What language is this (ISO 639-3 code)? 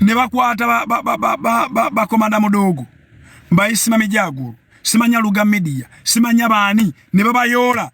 lug